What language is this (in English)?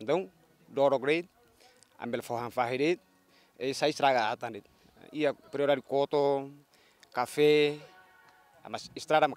Tetum